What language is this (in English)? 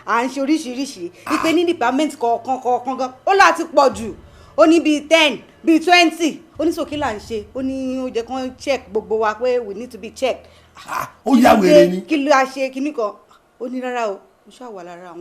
Yoruba